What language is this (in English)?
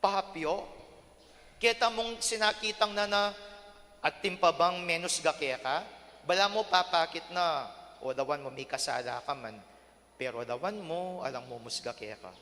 Pampanga